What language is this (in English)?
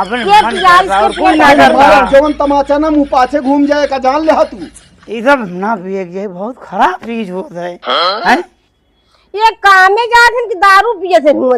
Awadhi